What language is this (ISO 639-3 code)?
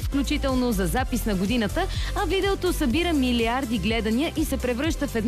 bul